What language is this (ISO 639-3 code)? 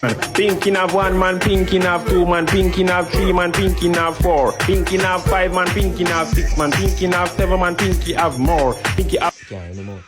jam